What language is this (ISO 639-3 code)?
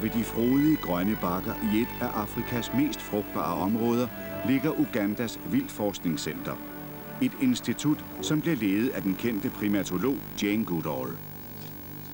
dan